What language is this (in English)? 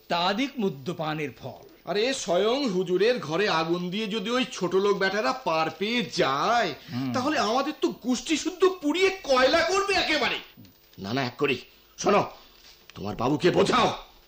Bangla